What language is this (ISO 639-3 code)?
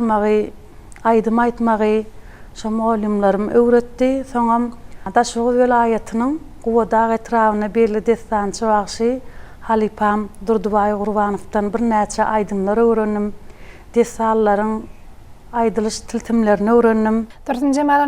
tuk